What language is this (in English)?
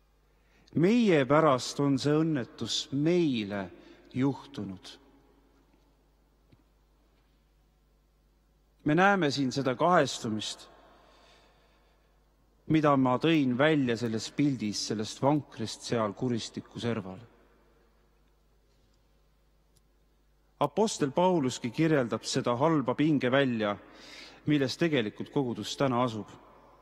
Estonian